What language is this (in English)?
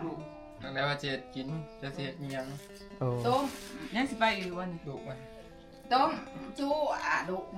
Northeastern Thai